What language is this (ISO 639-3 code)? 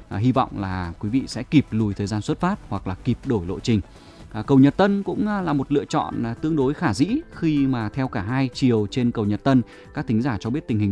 vie